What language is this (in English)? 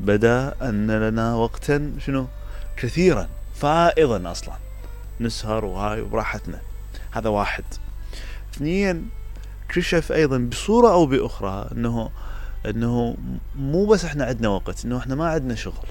Mesopotamian Arabic